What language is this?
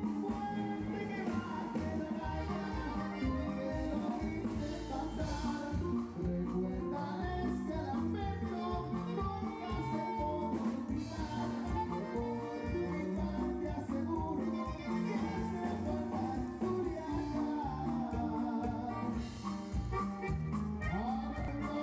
Spanish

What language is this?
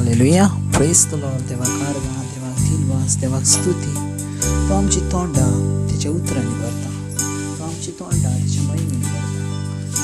Konkani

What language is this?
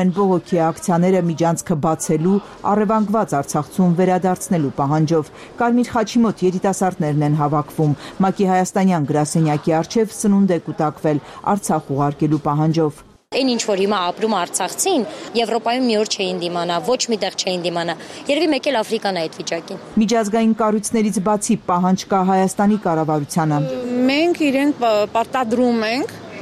Armenian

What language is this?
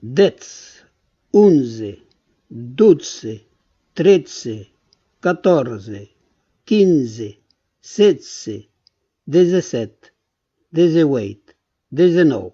Occitan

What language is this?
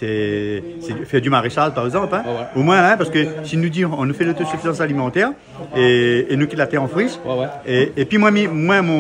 Réunion Creole French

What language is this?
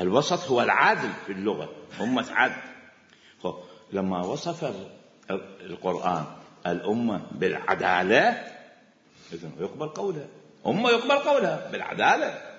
Mesopotamian Arabic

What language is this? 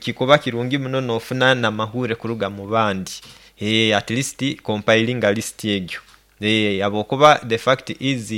Nyankole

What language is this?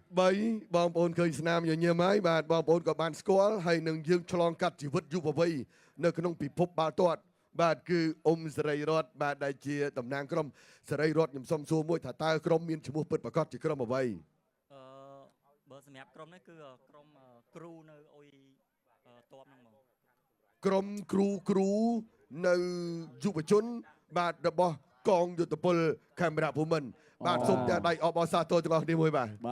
Khmer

